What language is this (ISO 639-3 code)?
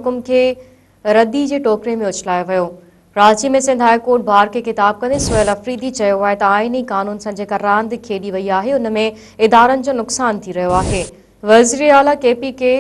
snd